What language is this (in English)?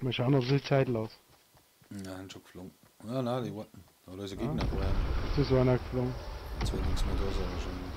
Bavarian